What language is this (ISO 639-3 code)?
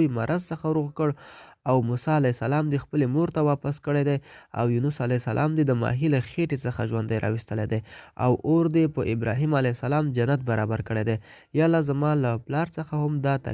pus